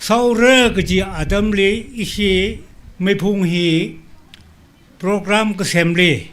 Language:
Tangkhul Naga (India)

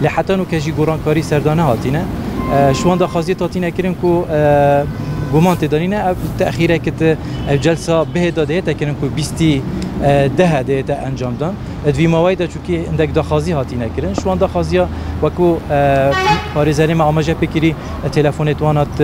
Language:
Kurdish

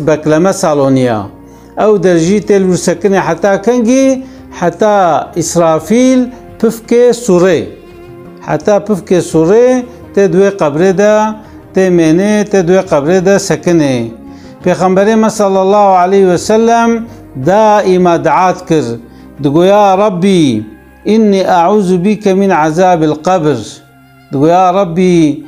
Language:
Kurdish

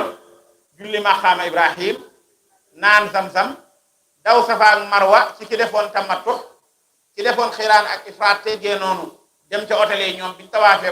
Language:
Wolof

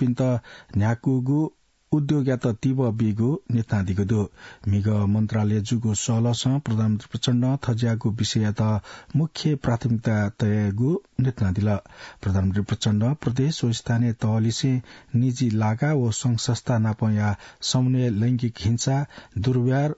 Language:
Newari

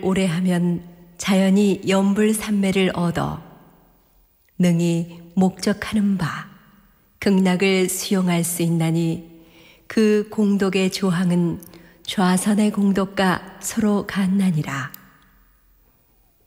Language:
Korean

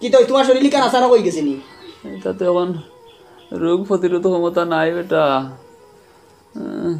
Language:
Sylheti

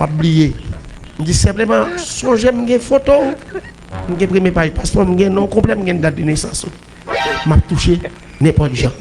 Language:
Haitian Creole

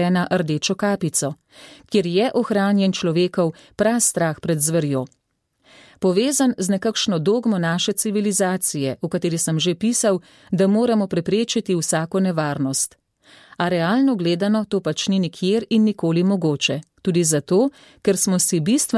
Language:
Slovenian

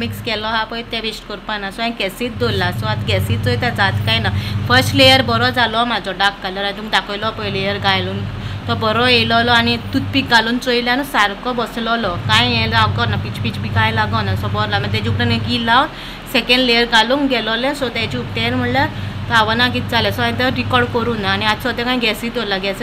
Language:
Konkani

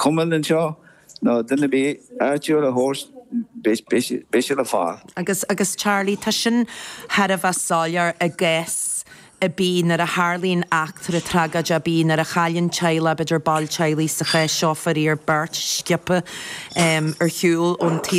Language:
Irish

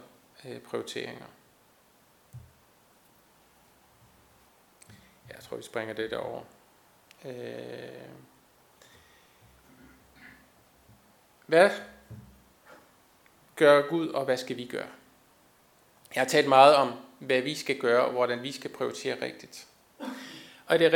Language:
Danish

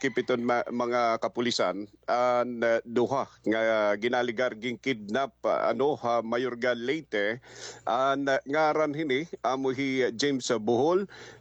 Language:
Waray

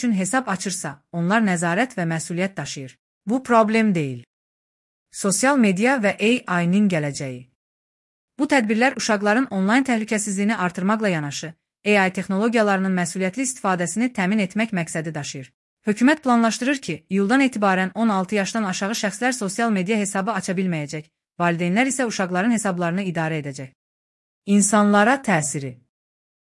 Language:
Azerbaijani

